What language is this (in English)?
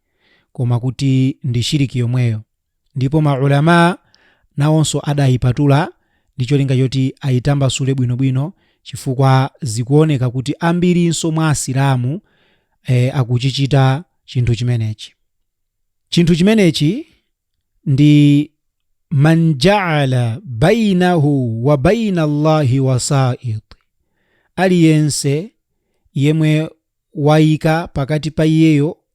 Nyanja